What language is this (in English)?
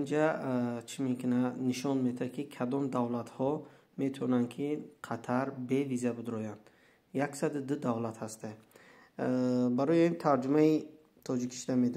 Tajik